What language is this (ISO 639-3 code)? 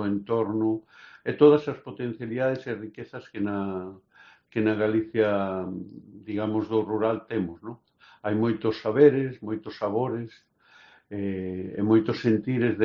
glg